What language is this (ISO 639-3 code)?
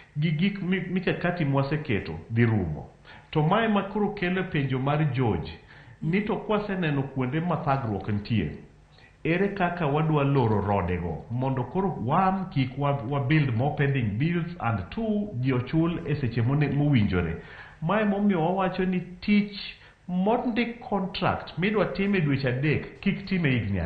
luo